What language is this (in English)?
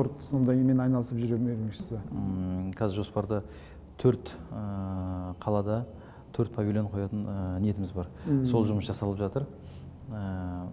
Kazakh